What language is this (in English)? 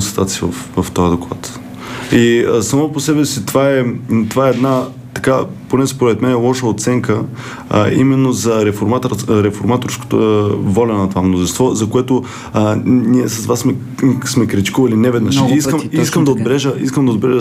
Bulgarian